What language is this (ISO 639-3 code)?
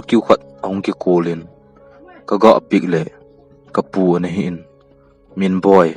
tcz